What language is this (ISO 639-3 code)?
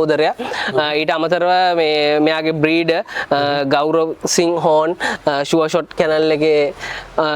sin